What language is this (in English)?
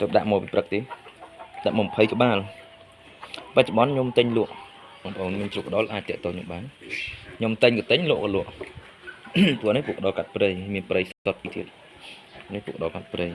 Khmer